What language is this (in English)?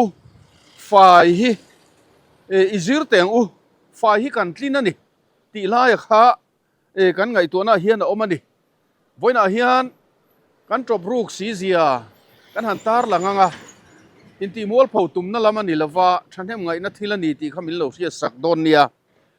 Mizo